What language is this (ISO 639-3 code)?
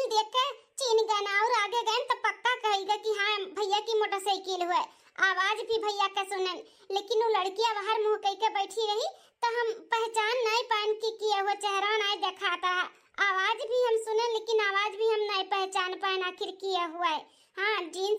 awa